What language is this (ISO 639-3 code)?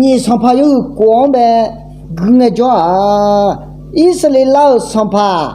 ahk